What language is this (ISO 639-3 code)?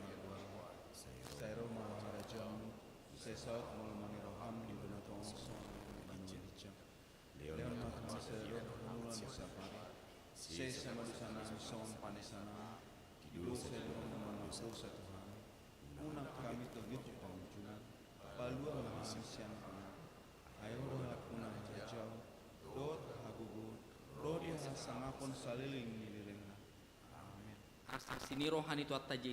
bbc